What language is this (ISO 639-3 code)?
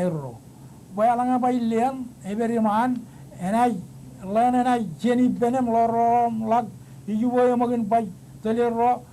mah